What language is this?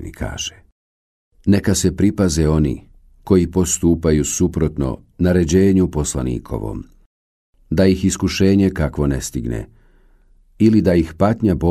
Bosnian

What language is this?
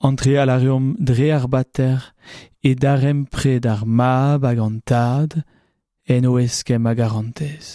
Breton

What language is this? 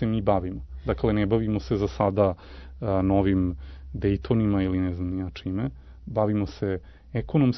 Serbian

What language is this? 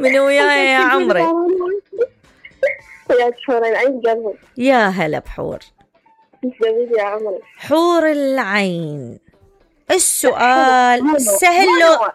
Mesopotamian Arabic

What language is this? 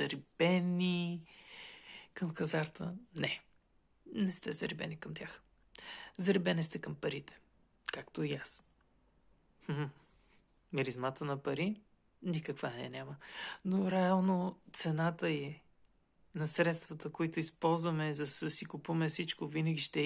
Bulgarian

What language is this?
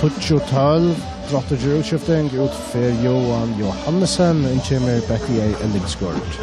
Faroese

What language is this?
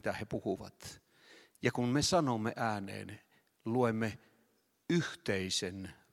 Finnish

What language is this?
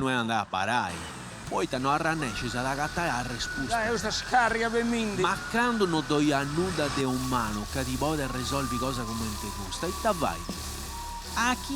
Sardinian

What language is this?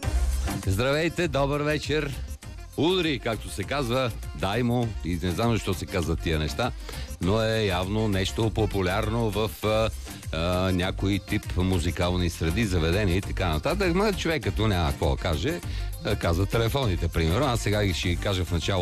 Bulgarian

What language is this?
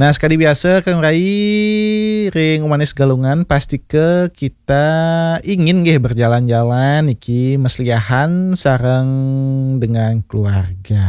Balinese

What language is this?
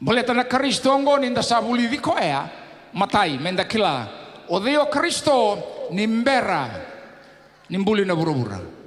Fijian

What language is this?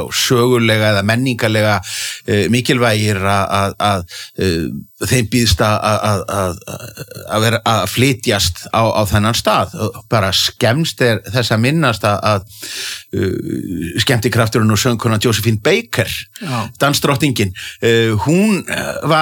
Icelandic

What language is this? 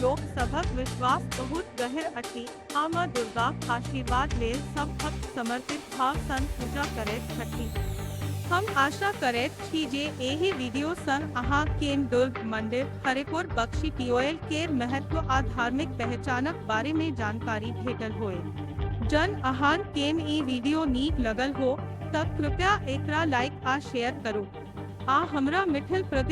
Maithili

